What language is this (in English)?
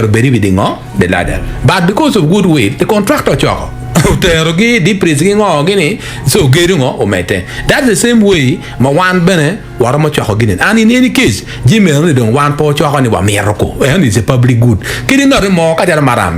Acoli